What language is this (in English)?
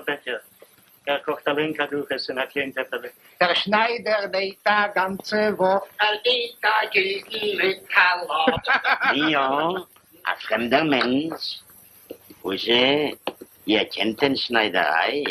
Yiddish